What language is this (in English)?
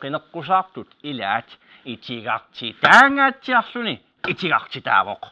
Kalaallisut